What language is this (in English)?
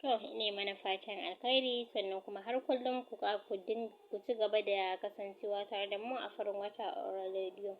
Hausa